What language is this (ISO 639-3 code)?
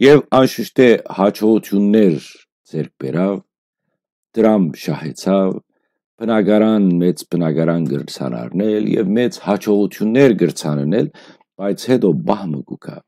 hyw